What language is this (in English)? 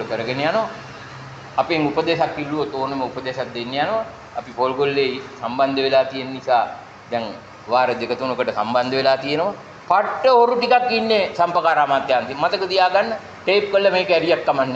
Sinhala